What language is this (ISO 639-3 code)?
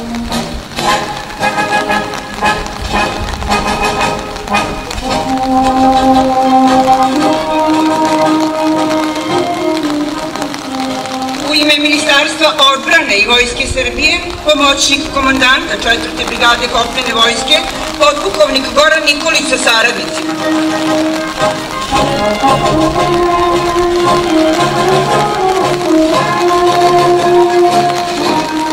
srp